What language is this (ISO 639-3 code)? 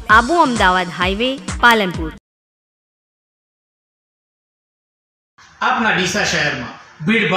guj